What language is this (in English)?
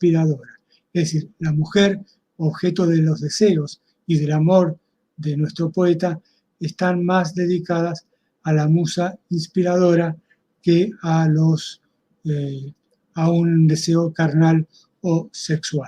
Ladino